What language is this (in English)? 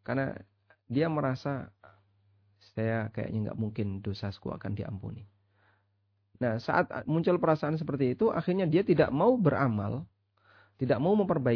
Indonesian